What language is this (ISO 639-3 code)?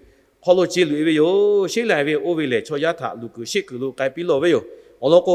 lhu